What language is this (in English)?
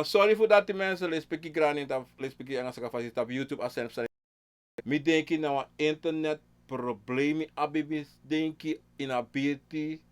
Sranan Tongo